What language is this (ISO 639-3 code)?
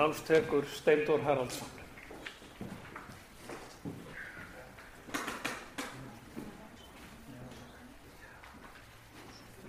isl